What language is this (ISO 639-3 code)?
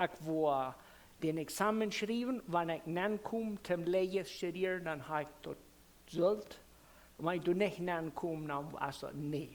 pdt